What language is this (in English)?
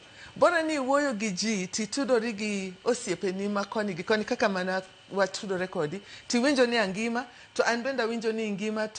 Luo (Kenya and Tanzania)